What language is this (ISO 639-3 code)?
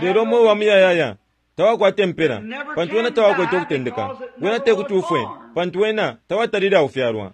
bem